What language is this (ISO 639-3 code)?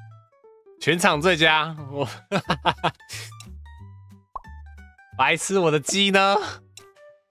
zho